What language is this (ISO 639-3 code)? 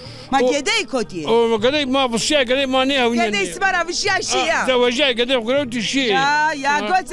zza